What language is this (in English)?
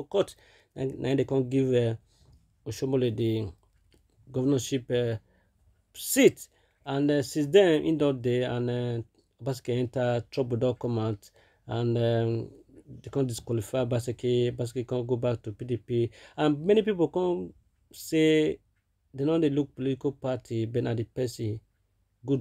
Nigerian Pidgin